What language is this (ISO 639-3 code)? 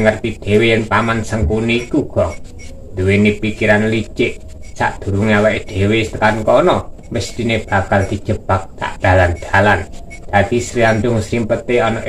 jav